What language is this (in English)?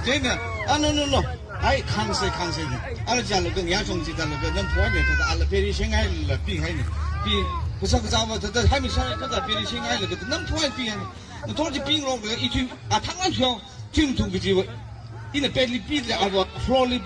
Tangkhul Naga (India)